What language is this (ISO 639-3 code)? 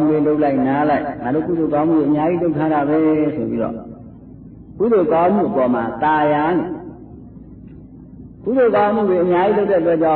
mya